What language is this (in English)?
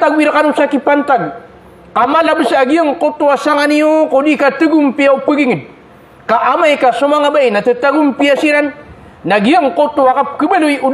Maranao